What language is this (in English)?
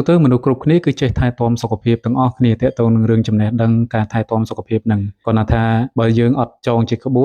Khmer